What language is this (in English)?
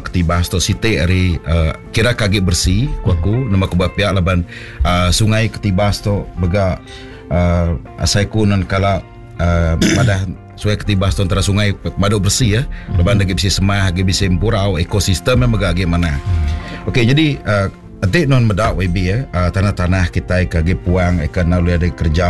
Iban